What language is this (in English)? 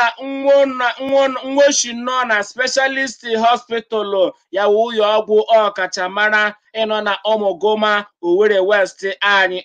Igbo